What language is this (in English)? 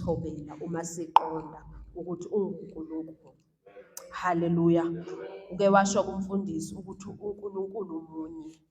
Zulu